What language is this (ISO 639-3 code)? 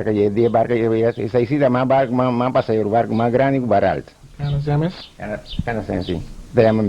pap